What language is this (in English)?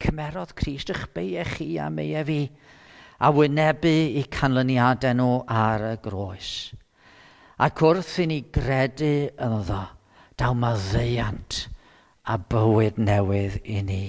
Welsh